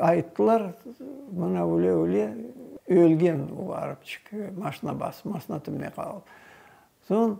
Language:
Crimean Tatar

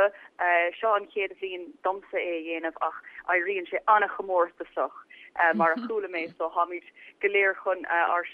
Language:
Irish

